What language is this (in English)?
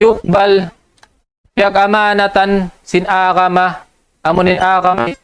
Tausug